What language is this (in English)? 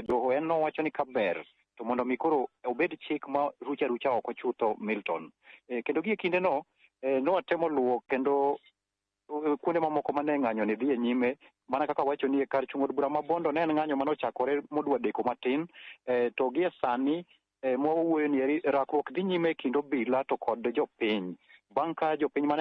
Luo (Kenya and Tanzania)